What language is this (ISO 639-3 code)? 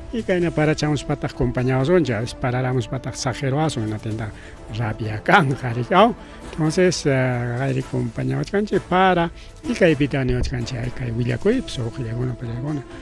quy